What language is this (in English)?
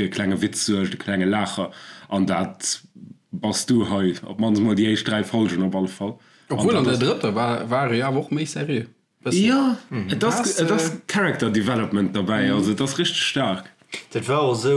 Luxembourgish